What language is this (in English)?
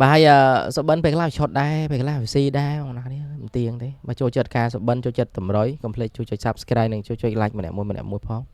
Khmer